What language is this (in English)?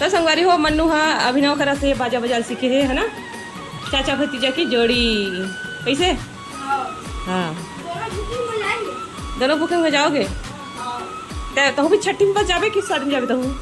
Chhattisgarhi